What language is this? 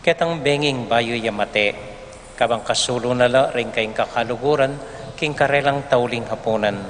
Pampanga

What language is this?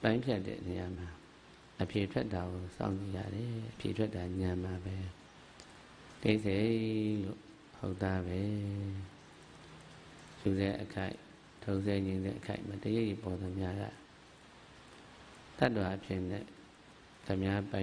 Burmese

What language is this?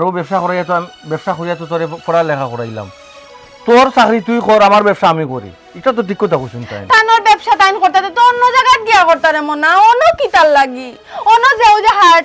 Sylheti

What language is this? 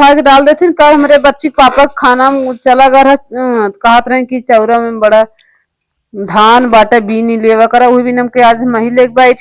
Awadhi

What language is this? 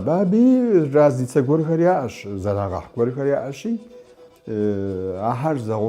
Kabardian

